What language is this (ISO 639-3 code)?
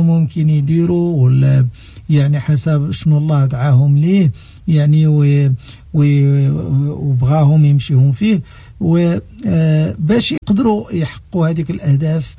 ary